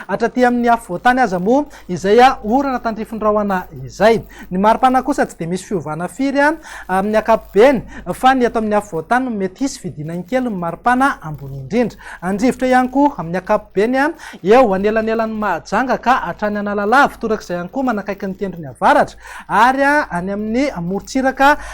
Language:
Malagasy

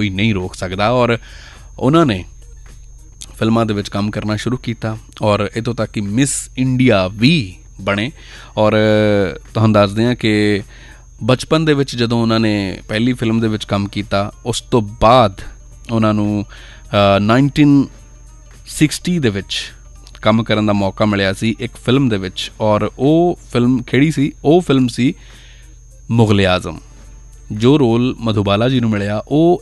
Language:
Punjabi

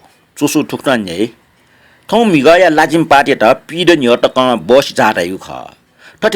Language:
Newari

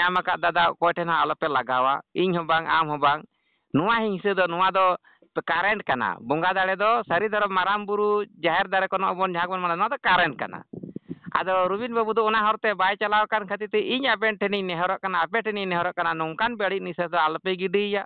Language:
Santali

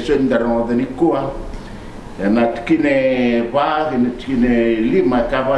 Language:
Fijian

